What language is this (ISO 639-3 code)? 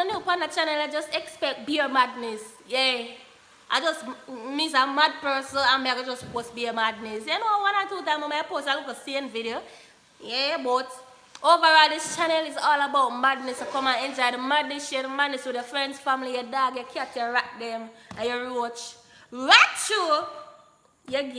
jam